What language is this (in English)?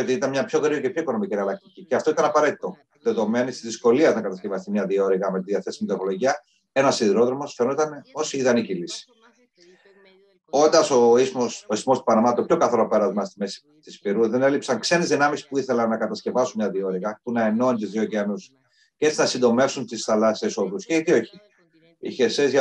Greek